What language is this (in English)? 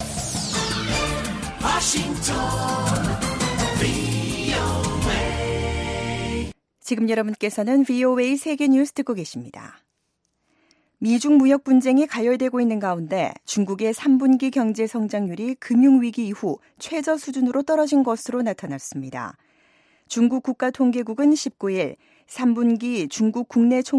Korean